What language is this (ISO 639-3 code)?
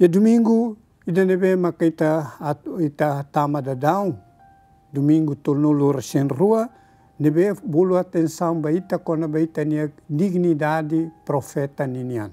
tet